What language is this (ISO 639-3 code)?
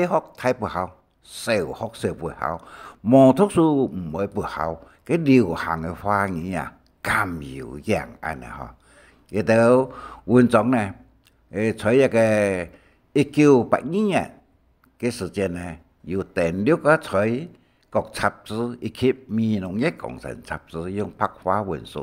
hak